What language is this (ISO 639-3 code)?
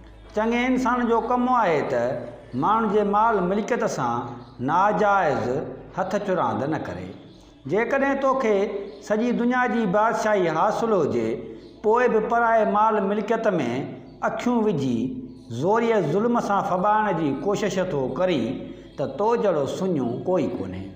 snd